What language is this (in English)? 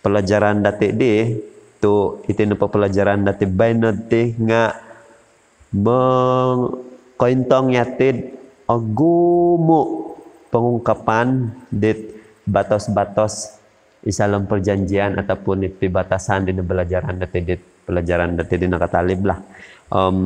Central Dusun